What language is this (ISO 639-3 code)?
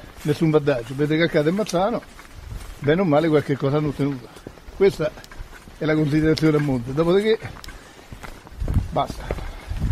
ita